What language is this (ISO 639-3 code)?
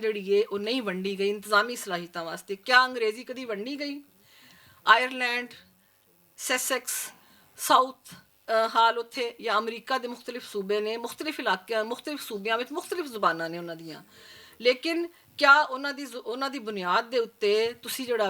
lah